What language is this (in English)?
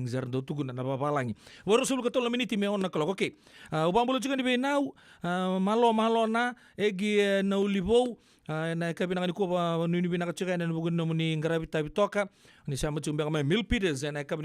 Fijian